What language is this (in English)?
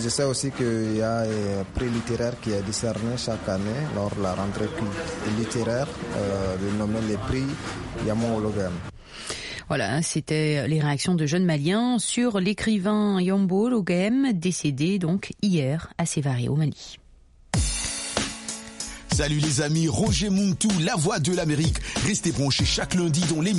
French